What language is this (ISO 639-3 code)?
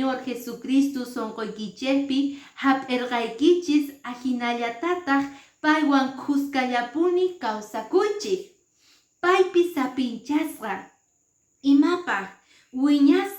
que